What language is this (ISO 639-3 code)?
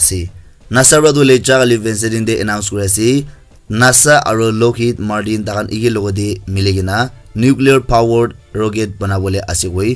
nag